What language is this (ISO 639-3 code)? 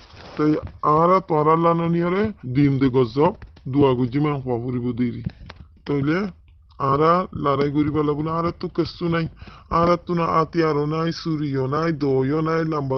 rhg